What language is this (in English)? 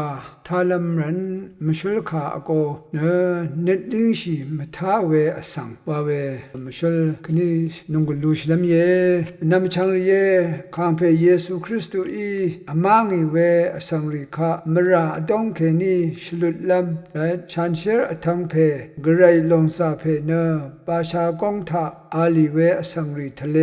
Rawang